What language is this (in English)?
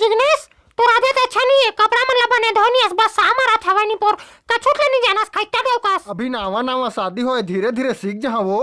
Chhattisgarhi